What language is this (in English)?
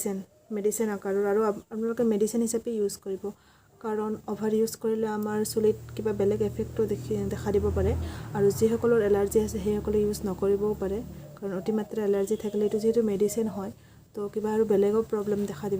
Assamese